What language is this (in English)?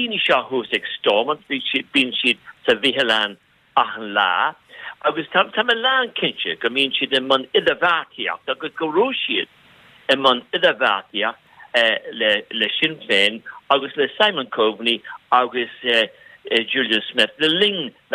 Irish